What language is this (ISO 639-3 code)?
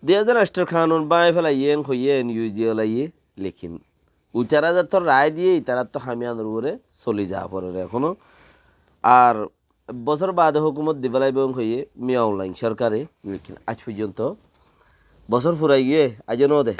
rhg